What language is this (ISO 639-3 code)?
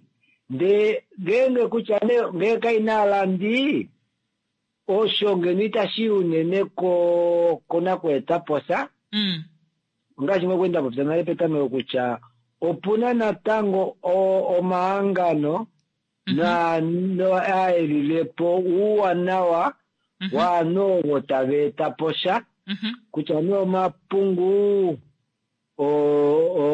kua